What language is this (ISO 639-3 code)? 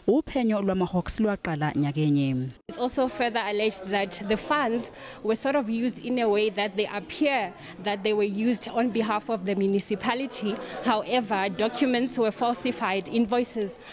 zul